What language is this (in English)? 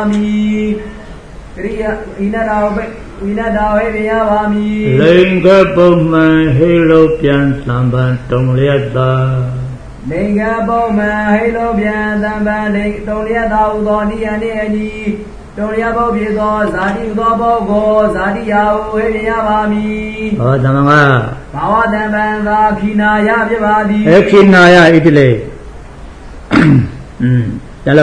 Burmese